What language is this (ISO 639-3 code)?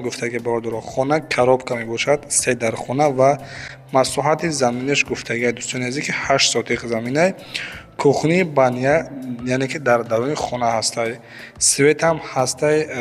tgk